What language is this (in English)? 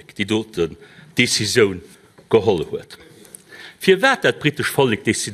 Luxembourgish